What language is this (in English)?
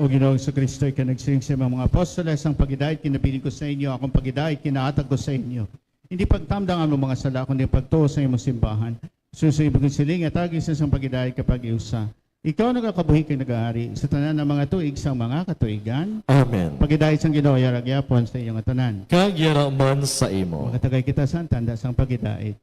Hiligaynon